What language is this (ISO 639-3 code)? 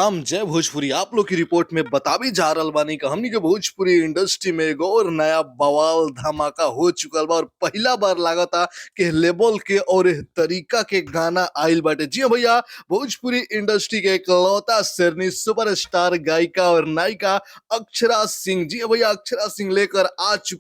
bho